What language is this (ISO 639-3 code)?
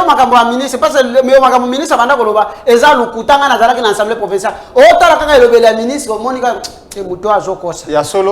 lin